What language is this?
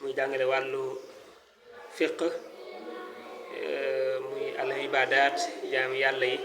Wolof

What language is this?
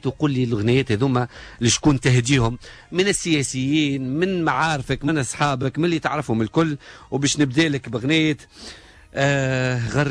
Tunisian Arabic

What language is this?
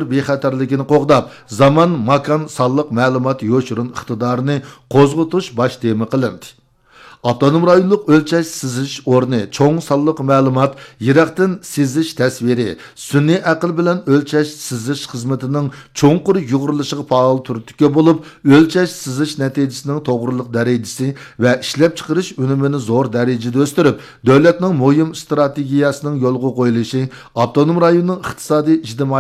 Uyghur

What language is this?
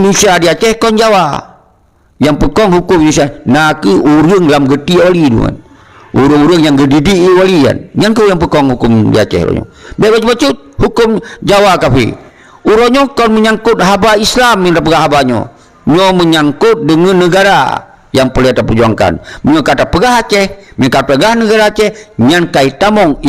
Achinese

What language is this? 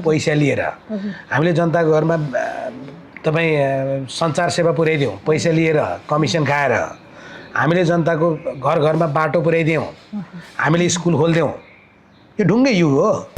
Nepali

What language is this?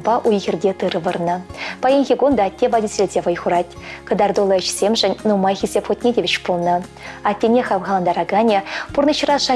Chuvash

